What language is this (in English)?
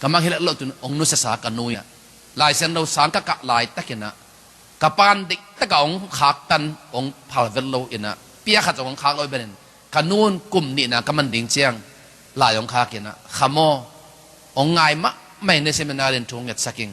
Tedim Chin